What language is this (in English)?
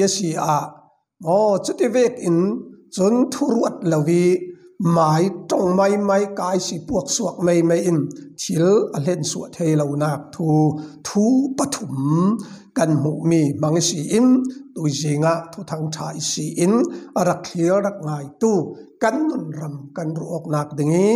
Falam Chin